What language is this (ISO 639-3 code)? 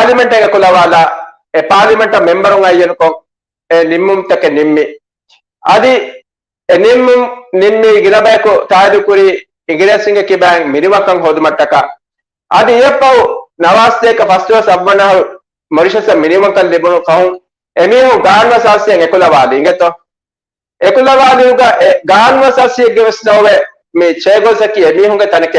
div